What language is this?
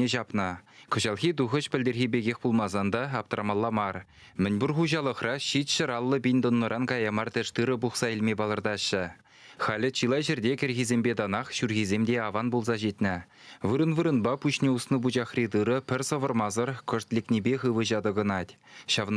Chuvash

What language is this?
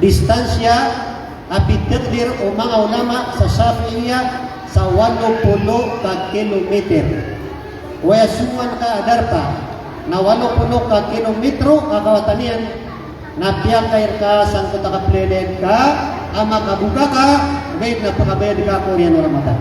Maranao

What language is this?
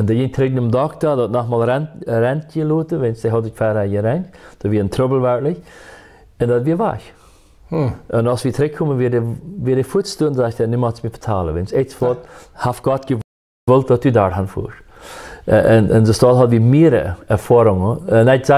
Plautdietsch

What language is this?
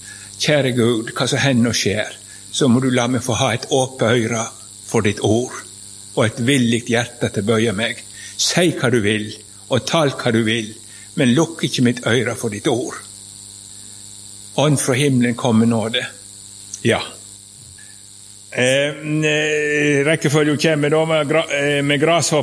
Norwegian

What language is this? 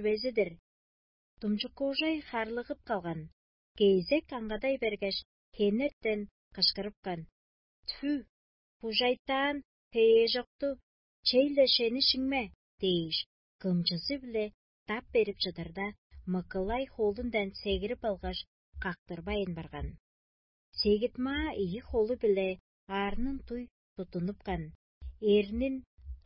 Tuvinian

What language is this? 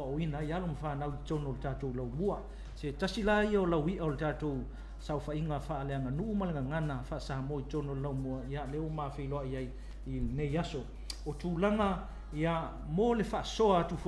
Samoan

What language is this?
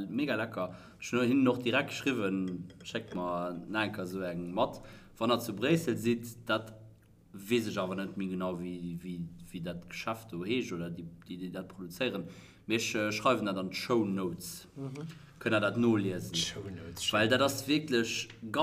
Luxembourgish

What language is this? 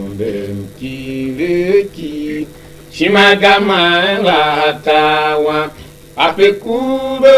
Tiv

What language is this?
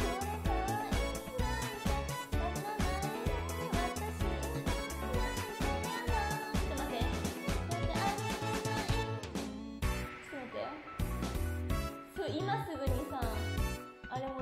Japanese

